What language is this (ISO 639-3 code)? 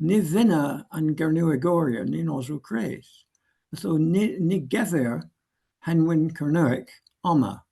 cor